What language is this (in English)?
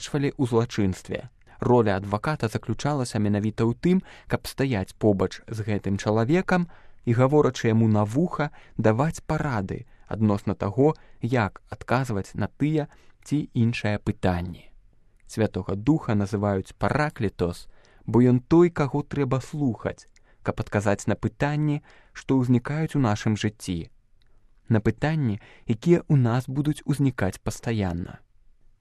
Belarusian